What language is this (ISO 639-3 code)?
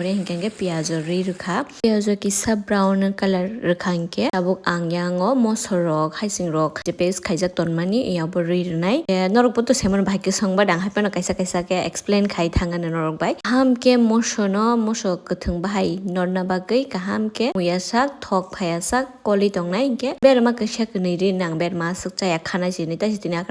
trp